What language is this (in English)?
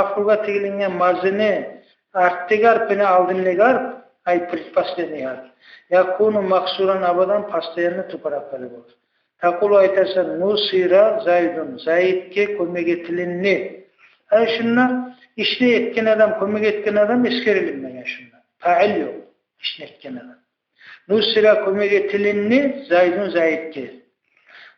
Kumyk